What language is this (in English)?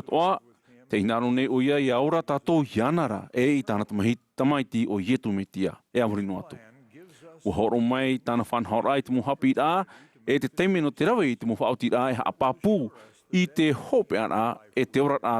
Tahitian